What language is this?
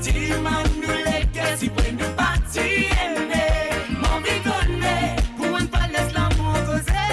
Morisyen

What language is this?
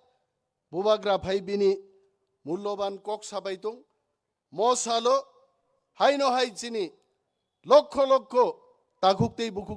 Kok Borok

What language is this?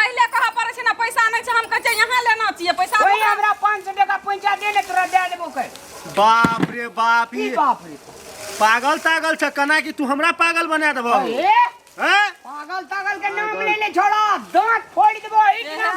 Maithili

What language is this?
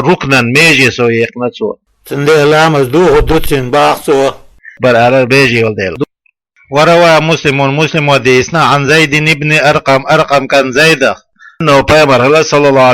Chechen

